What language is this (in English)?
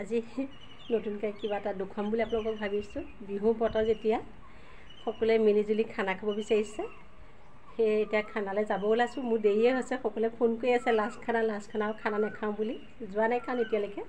Assamese